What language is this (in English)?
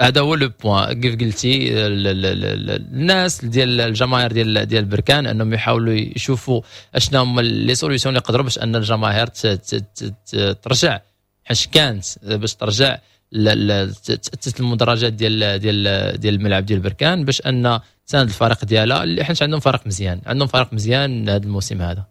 Moroccan Arabic